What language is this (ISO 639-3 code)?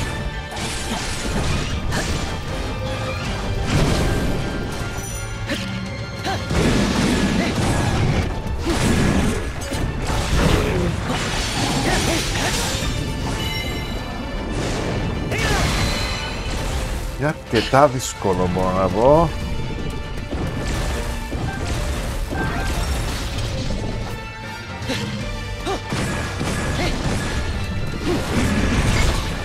ell